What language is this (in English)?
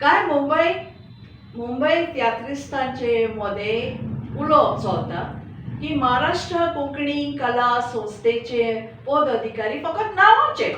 Konkani